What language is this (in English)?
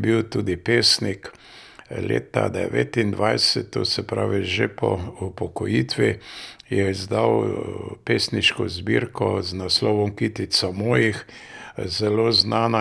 Slovenian